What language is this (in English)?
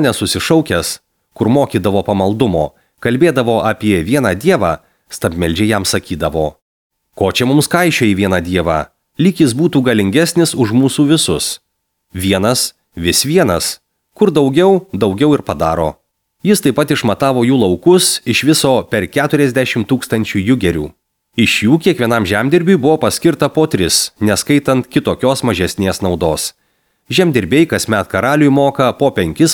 Lithuanian